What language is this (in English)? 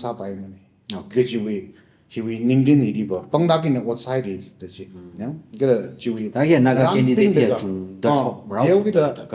Tangkhul Naga (India)